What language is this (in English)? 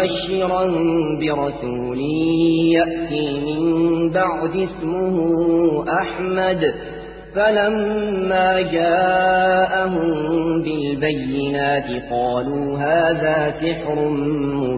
Arabic